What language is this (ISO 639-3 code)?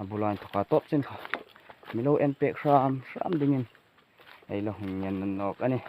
hmr